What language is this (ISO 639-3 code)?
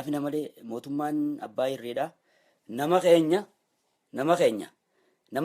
orm